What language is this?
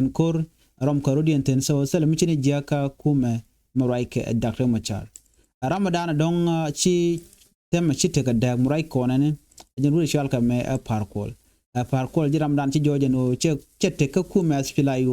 Nuer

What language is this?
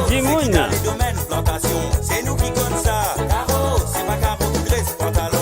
Morisyen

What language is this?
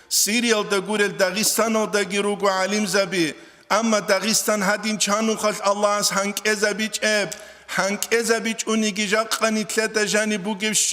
Avaric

